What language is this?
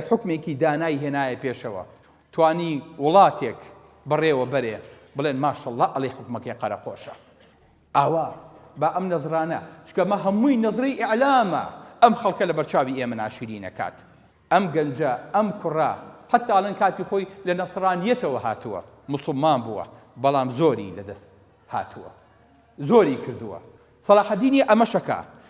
Central Kurdish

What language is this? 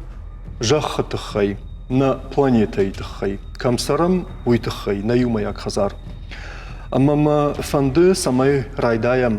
Ossetic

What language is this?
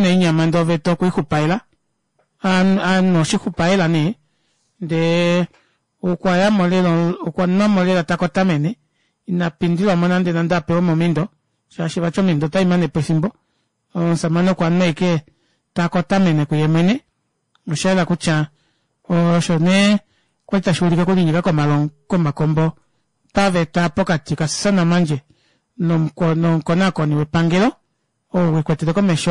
Kuanyama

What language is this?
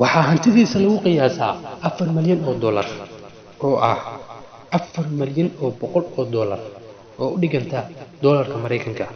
Somali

